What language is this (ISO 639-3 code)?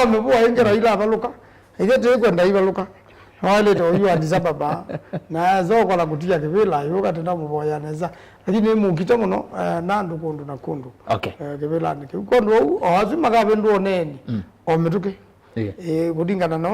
kam